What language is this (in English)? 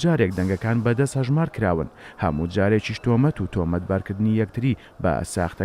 Central Kurdish